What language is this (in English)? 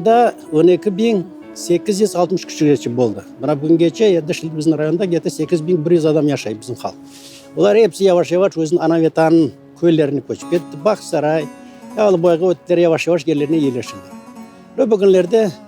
Crimean Tatar